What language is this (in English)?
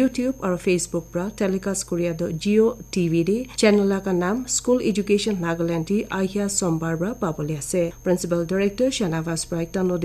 Naga Pidgin